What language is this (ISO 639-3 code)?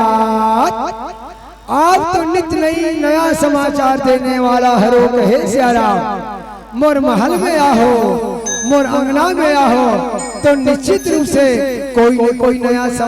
hne